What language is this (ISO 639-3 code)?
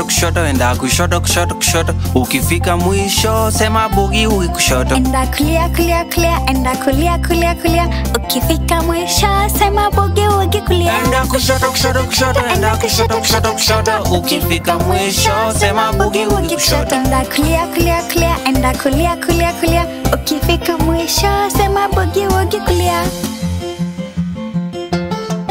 swa